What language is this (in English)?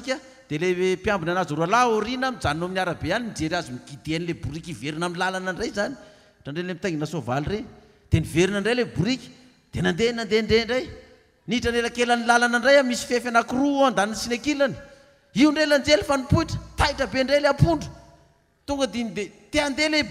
Malagasy